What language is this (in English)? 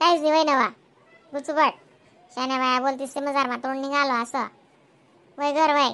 Khandesi